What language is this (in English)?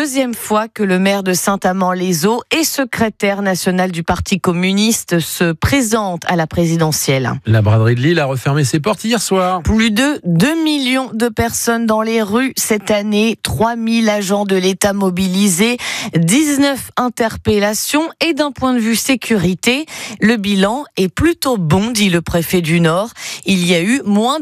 French